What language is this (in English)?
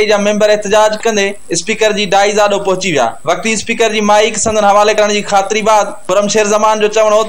Sindhi